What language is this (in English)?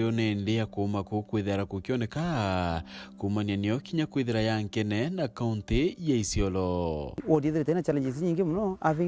Meru